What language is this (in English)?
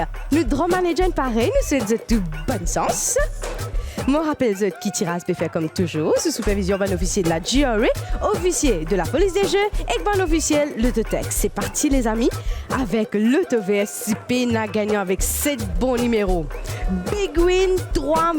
Morisyen